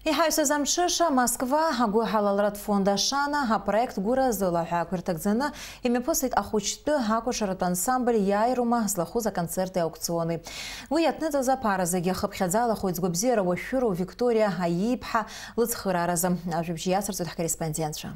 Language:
Abkhazian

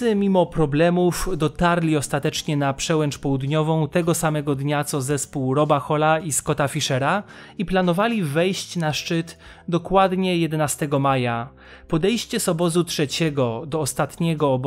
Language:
Polish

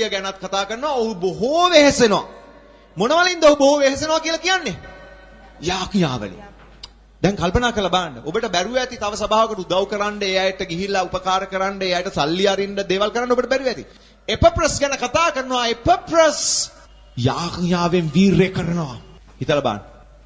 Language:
Sinhala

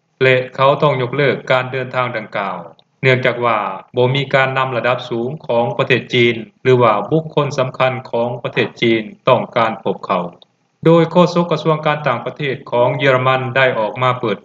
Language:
Lao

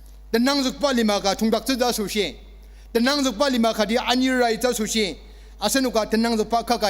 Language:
Ao Naga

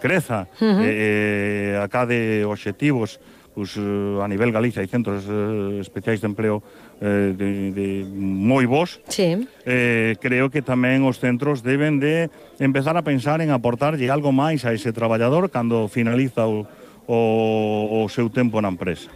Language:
Galician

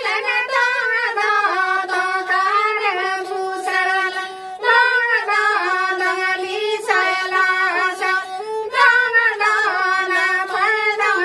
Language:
Santali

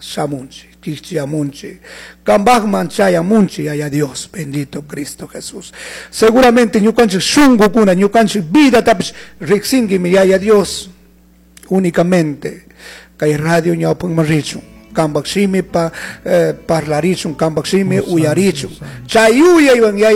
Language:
Chimborazo Highland Quichua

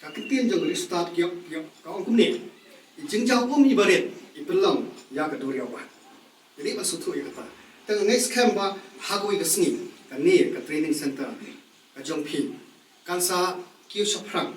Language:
Khasi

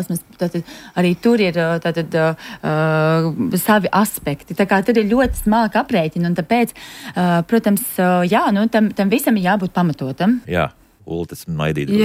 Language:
Latvian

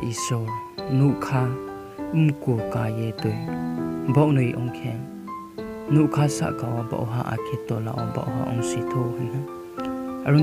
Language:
Riang (India)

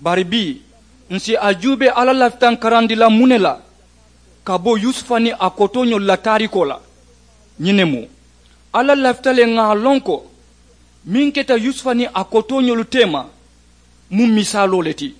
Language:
Mandingo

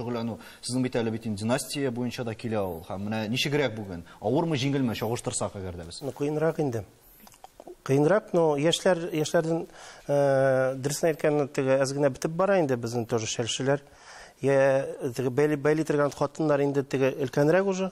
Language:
Tatar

